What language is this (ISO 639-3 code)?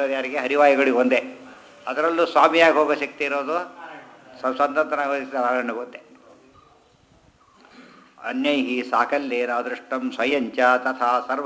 kan